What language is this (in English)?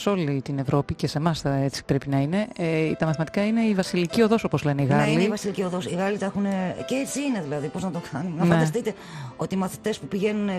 Greek